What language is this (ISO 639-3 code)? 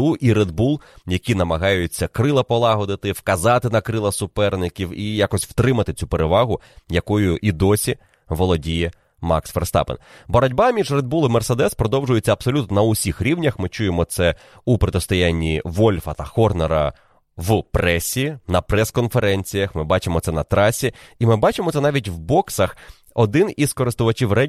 ukr